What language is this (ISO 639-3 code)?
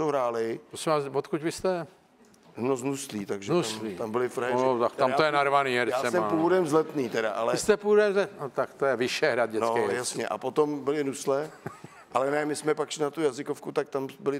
ces